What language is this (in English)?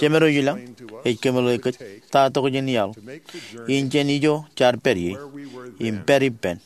Marshallese